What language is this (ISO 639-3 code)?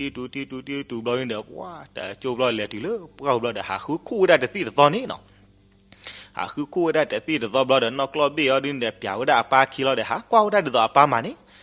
ksw